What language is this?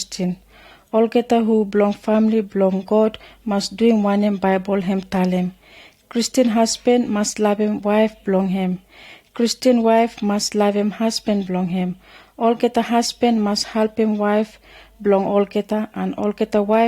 Pijin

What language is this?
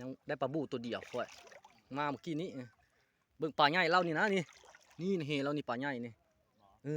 Lao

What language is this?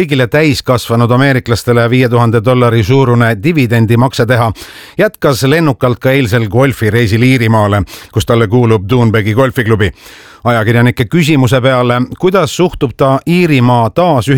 Estonian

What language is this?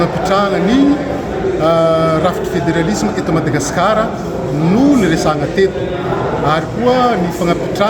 Malagasy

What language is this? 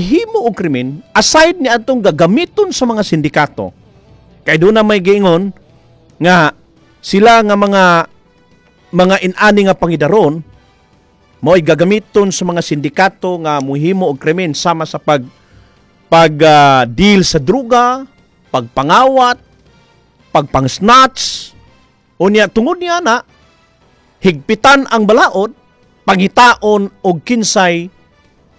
Cebuano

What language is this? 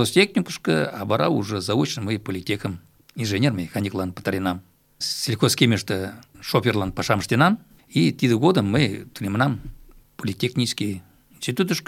Mari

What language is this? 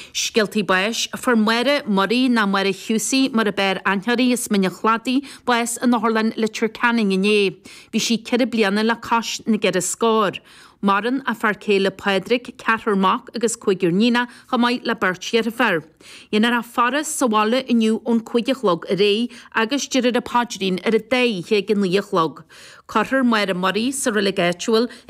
Irish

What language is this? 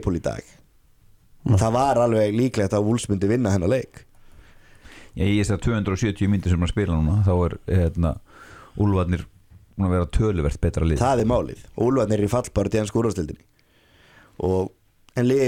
Icelandic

